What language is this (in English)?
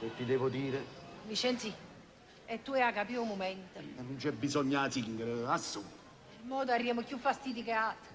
Neapolitan